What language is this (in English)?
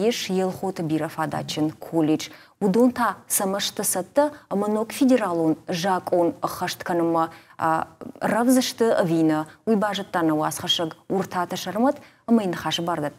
Ossetic